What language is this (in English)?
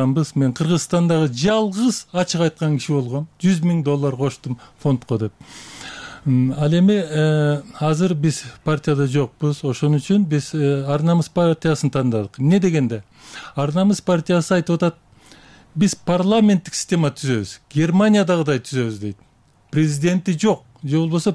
Kyrgyz